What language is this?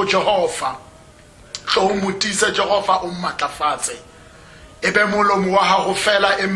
Tswana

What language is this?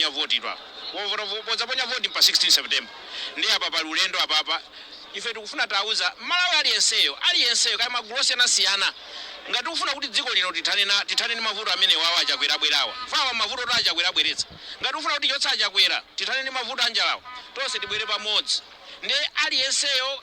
Nyanja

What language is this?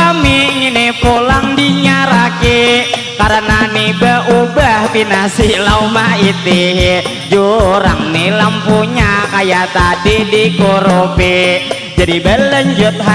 Banjar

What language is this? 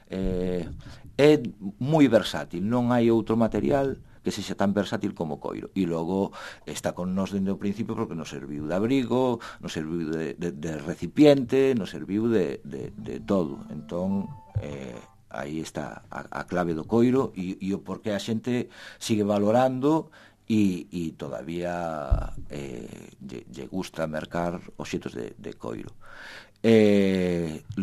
Galician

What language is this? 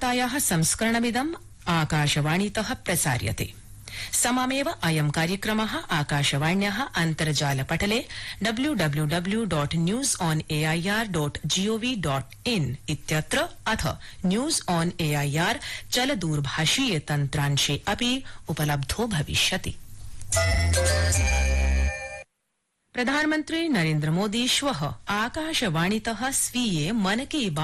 Sanskrit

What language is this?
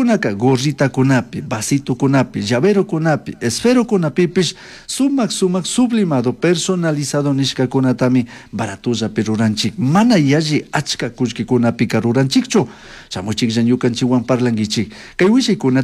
Chimborazo Highland Quichua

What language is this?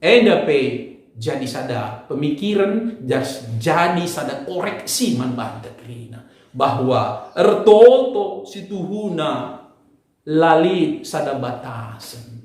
Batak Karo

